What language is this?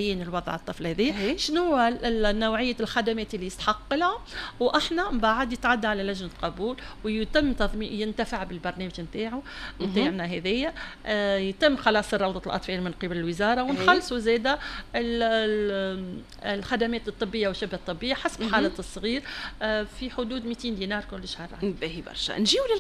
Tunisian Arabic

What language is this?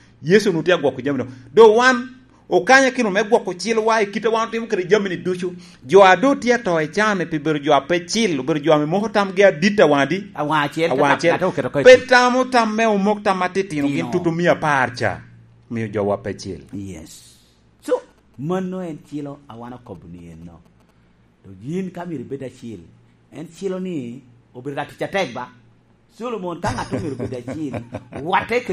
Lango (Uganda)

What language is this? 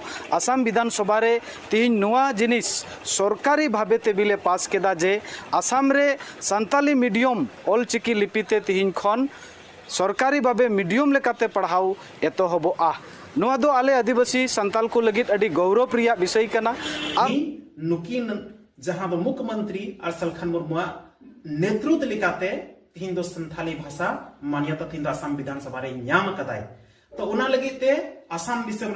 Santali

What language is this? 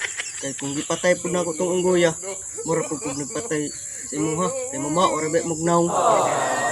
Cebuano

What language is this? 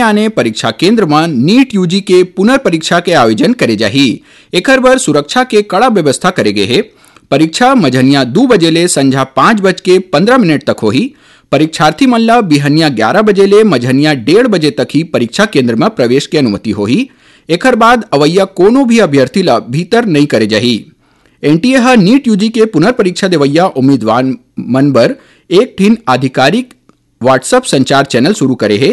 Chhattisgarhi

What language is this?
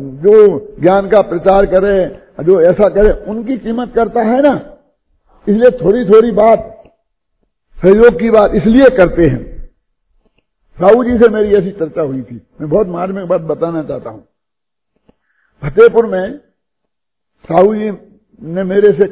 Hindi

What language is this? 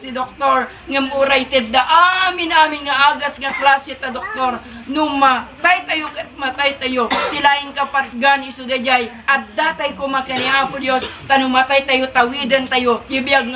Iloko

